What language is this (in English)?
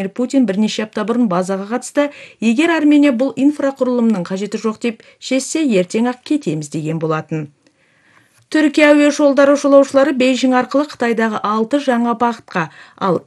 Kazakh